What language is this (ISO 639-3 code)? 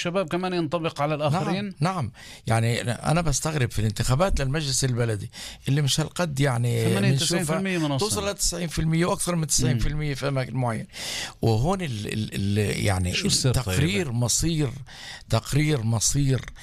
apc